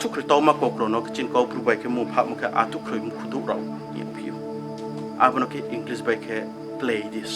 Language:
Riang (India)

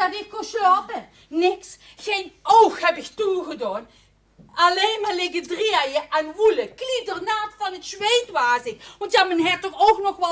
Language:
Limburgish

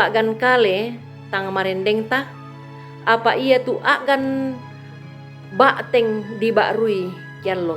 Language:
Toraja-Sa'dan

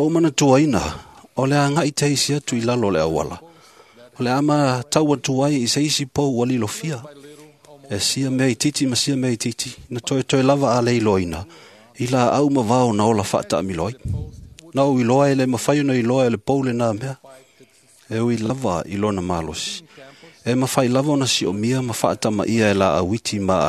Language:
Samoan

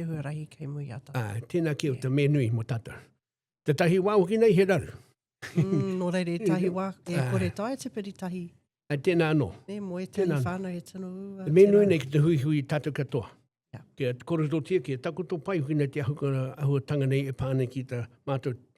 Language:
Māori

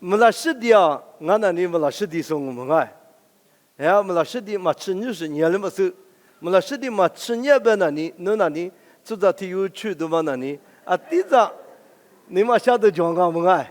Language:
Lisu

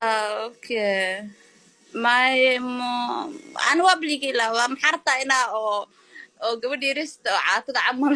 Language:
Somali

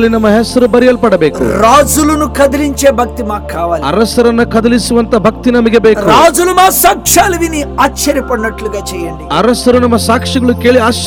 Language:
Kannada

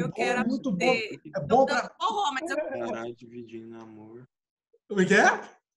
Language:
Portuguese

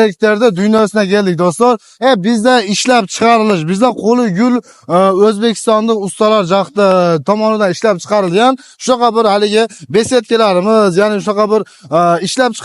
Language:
Uzbek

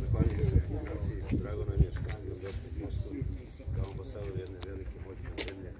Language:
Serbian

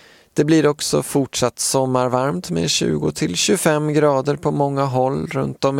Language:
Swedish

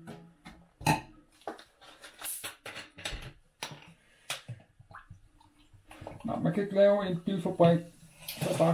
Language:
Danish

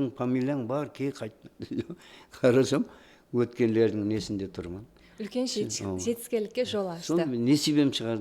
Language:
Kara-Kalpak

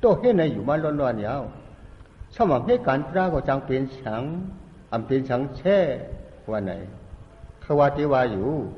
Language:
Shan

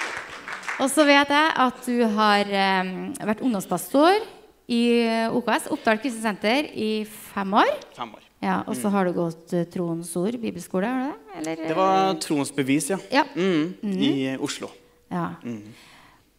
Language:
Norwegian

